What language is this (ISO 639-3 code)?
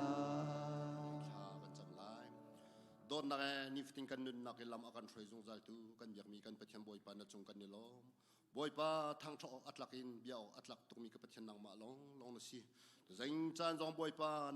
cnh